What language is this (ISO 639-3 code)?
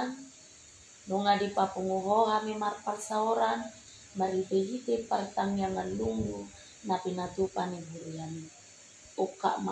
bbc